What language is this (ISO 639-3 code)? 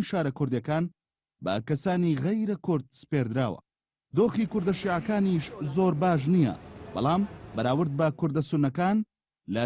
ckb